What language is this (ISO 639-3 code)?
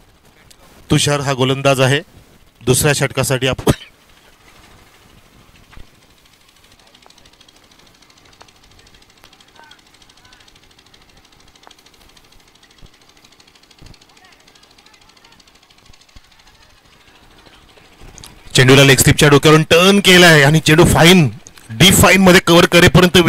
mar